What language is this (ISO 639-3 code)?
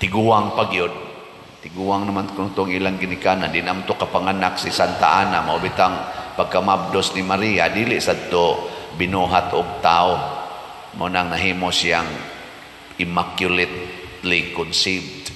ceb